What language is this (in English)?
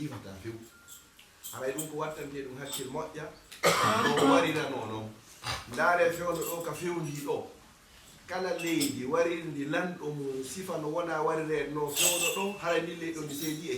Fula